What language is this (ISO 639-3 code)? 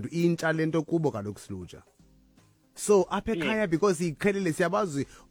xho